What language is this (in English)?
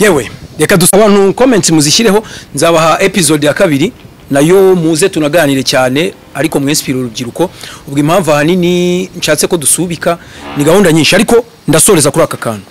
Kinyarwanda